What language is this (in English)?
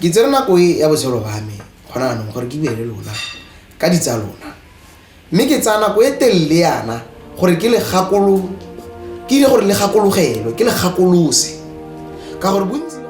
Tswana